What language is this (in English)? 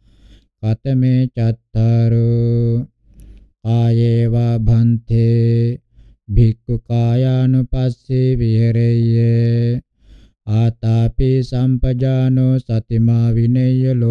Pali